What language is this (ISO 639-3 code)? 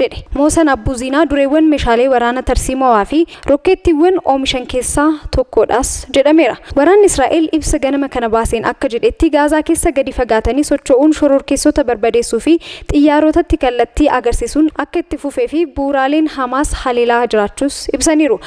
orm